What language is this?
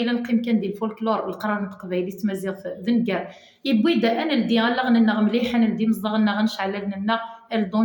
Kabyle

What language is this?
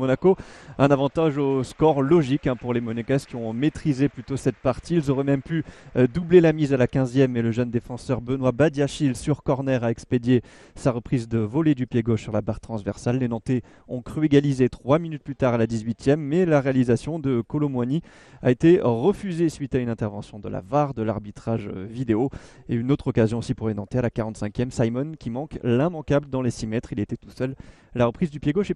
French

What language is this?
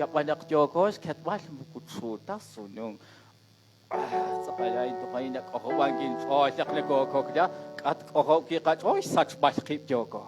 Kekchí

